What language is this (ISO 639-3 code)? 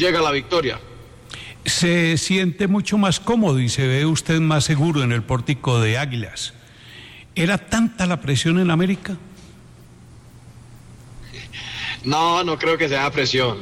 spa